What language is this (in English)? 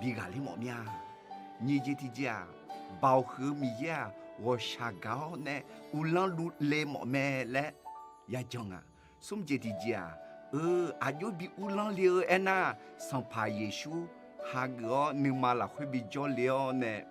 Akha